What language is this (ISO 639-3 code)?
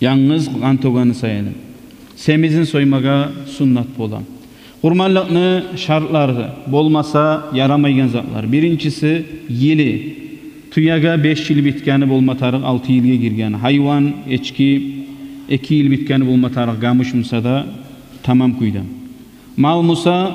kum